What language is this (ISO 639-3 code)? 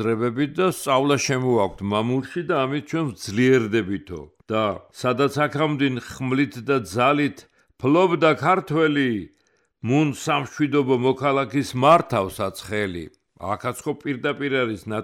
kat